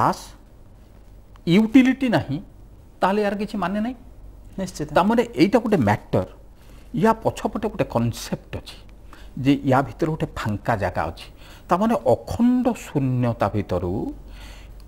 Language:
Odia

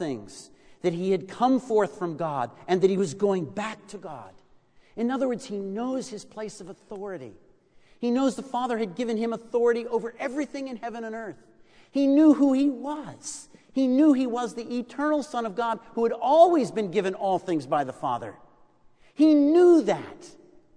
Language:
English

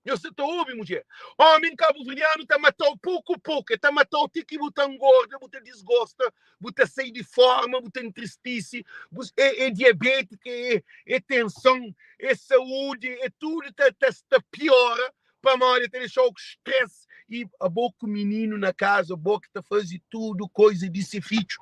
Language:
Kabuverdianu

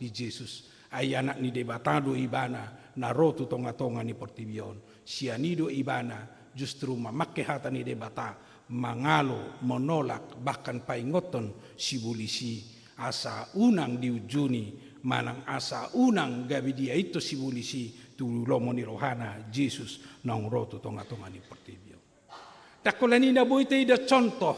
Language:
Batak Toba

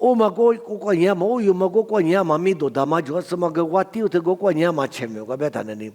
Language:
Lisu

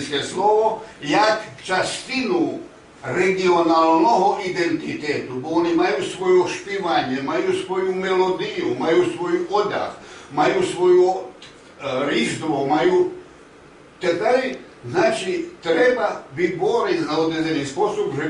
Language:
Rusyn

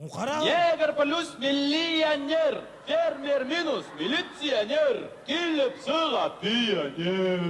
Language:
Bashkir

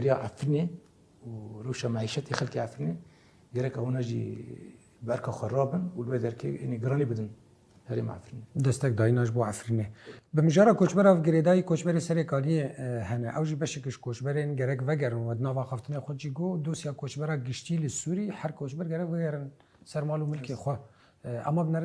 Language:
Kurdish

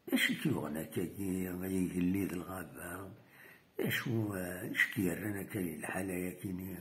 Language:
Kabyle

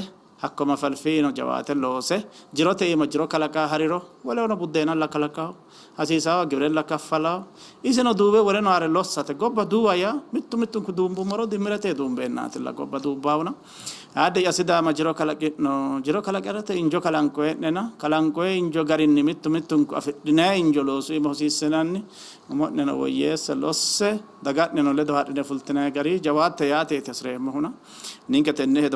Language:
Sidamo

